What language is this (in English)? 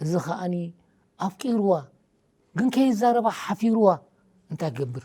Tigrinya